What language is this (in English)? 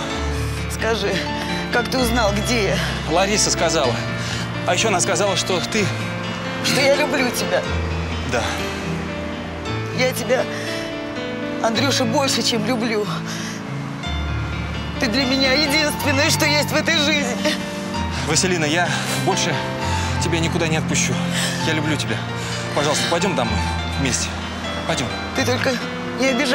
Russian